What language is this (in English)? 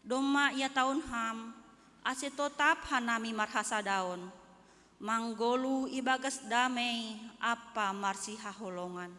Batak Simalungun